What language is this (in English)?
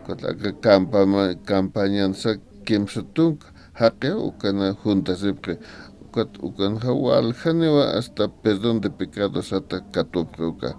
Aymara